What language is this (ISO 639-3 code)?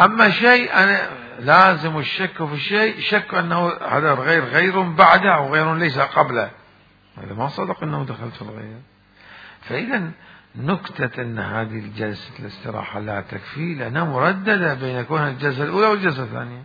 acm